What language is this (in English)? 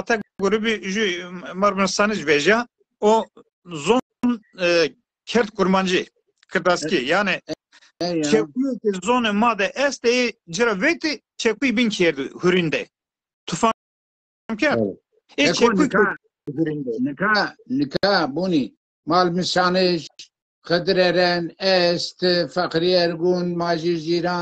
Zaza